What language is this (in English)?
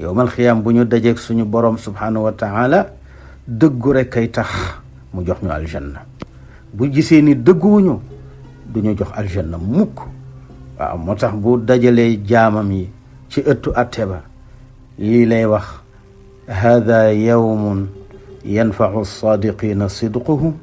Wolof